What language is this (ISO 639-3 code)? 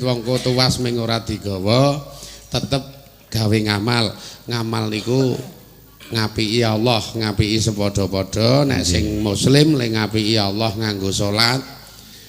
jav